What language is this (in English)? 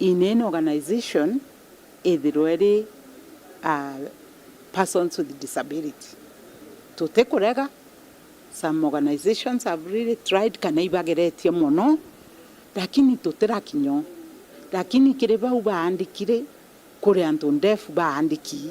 Meru